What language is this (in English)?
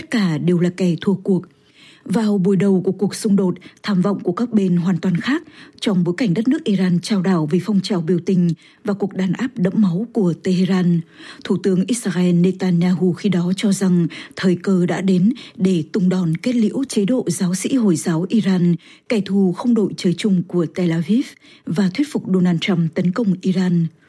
Vietnamese